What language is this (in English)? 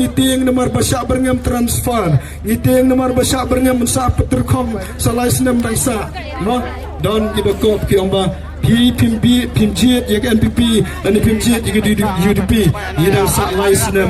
Khasi